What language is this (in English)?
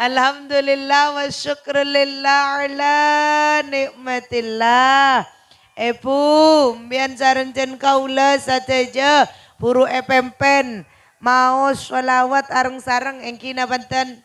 Madurese